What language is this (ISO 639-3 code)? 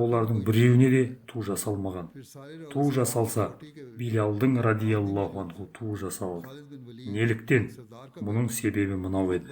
kaz